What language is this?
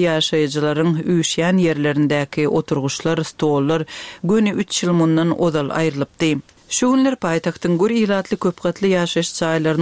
Turkmen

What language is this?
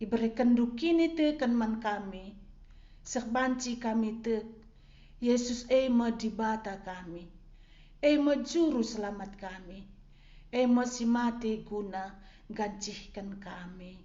Batak Karo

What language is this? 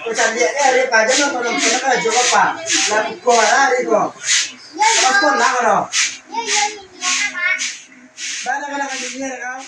Minangkabau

